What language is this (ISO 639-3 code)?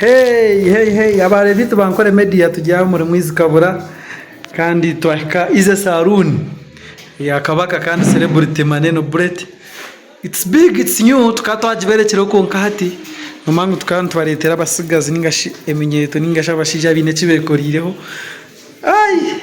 nyn